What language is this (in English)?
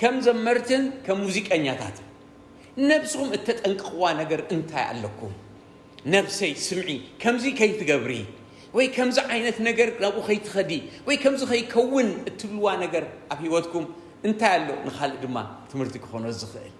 Tigrinya